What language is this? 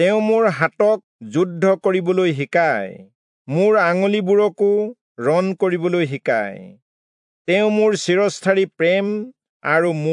Assamese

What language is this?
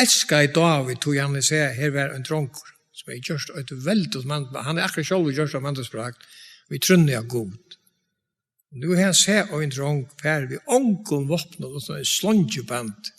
Faroese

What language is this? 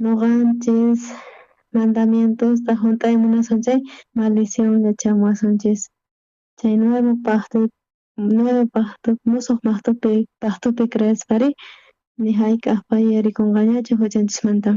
South Bolivian Quechua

